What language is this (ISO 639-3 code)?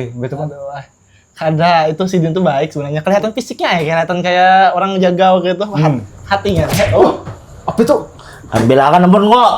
bjn